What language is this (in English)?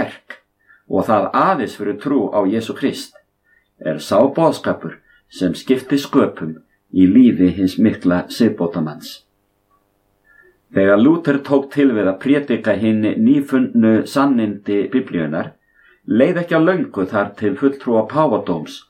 Icelandic